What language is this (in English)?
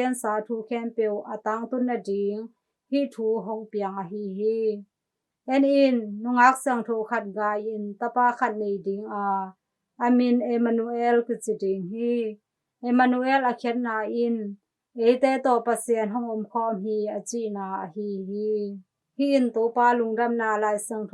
Tedim Chin